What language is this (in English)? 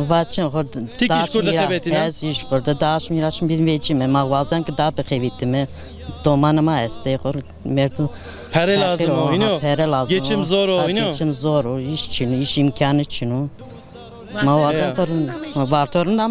Zaza